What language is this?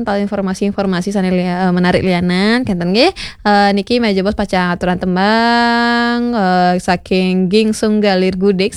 Balinese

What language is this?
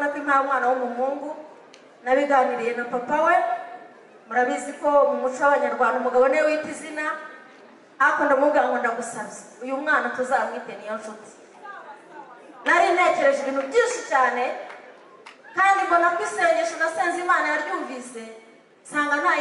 Kinyarwanda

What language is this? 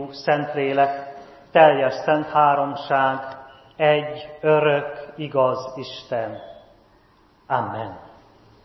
Hungarian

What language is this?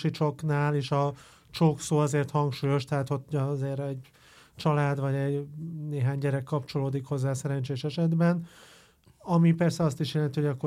Hungarian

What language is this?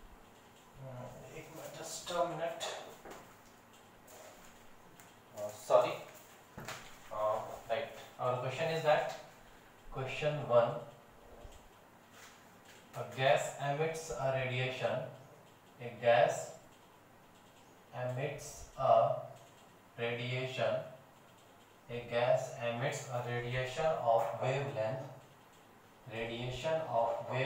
Hindi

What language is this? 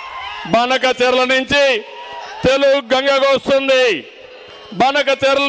Telugu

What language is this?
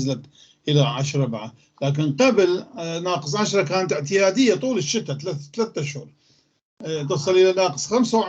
North Levantine Arabic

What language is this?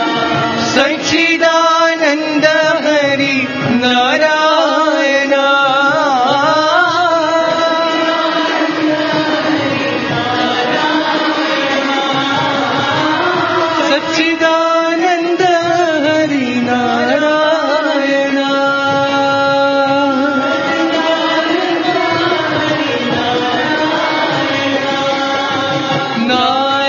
Telugu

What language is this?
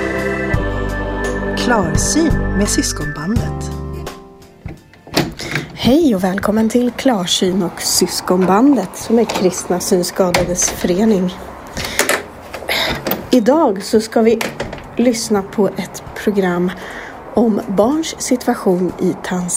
Swedish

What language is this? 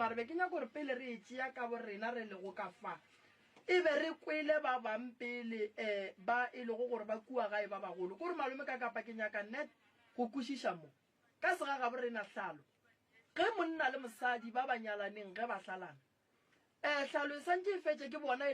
Northern Sotho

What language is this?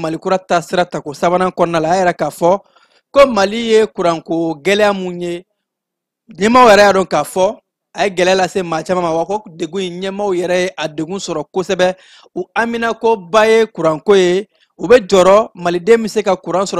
Bambara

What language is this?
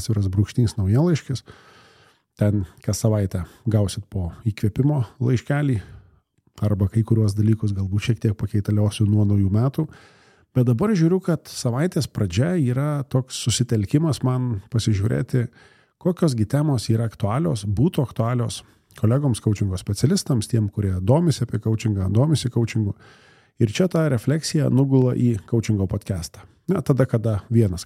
Lithuanian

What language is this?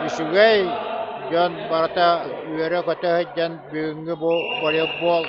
Yakut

